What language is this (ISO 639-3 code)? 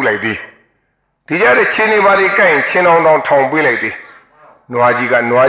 mya